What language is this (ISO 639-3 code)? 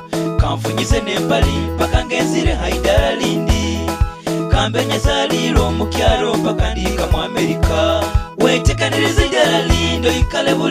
nyo